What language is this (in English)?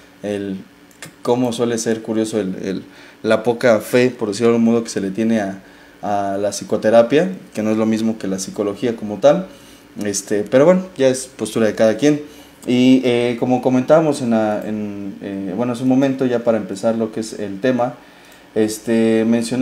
Spanish